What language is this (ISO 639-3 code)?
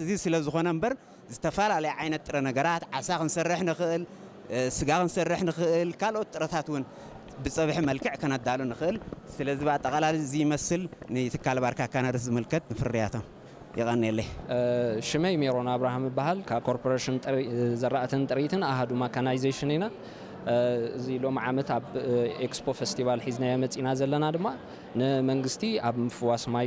tir